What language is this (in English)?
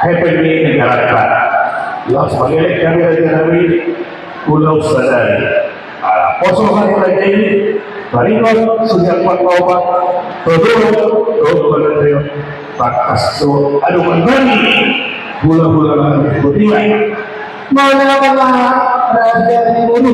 Batak Toba